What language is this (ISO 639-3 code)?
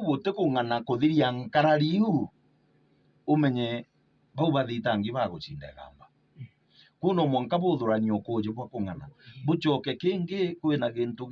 mer